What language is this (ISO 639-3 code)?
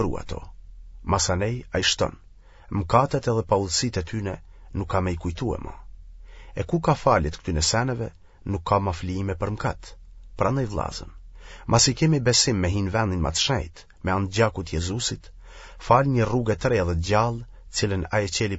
sqi